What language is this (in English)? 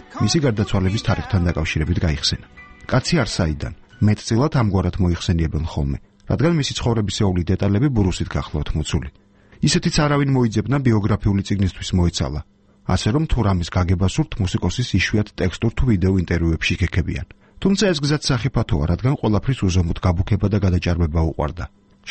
Georgian